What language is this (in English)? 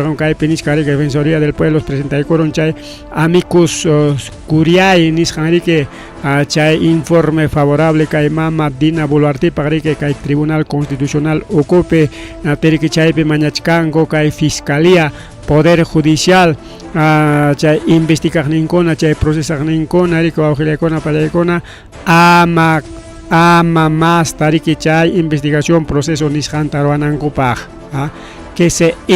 Ayacucho Quechua